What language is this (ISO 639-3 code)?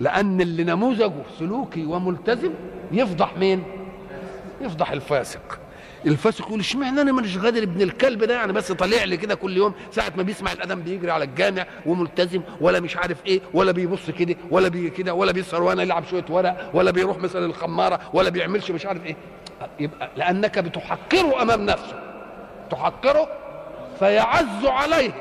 arz